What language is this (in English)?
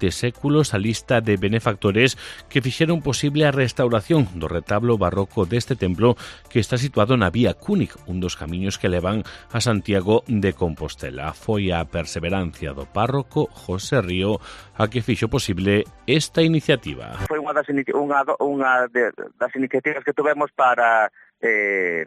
Galician